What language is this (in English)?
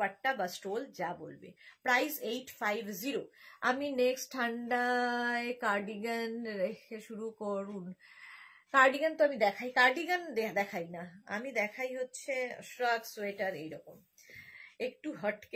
Bangla